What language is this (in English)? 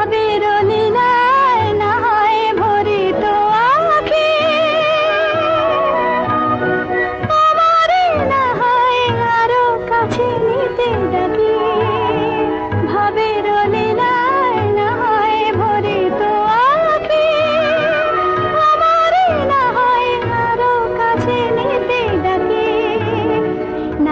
Bangla